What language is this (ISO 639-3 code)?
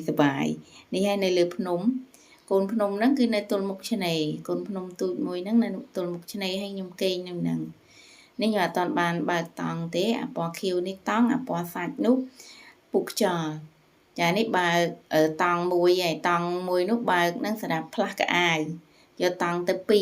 khm